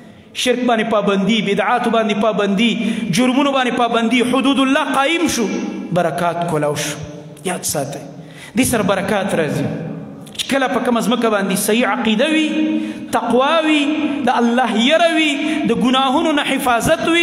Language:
Pashto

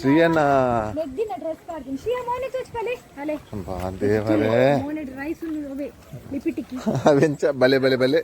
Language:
Tulu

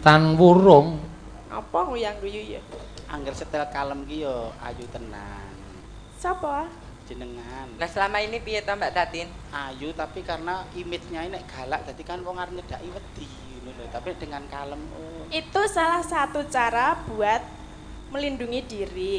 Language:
Javanese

